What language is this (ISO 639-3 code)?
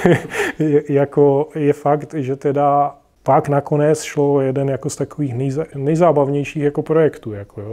ces